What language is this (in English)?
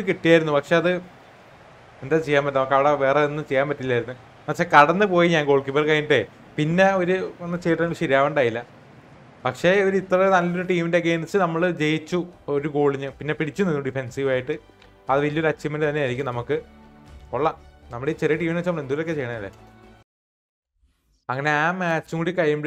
Malayalam